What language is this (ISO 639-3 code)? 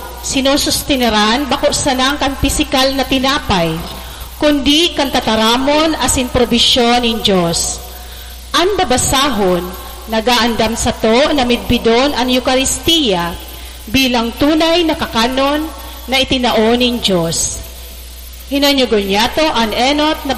bik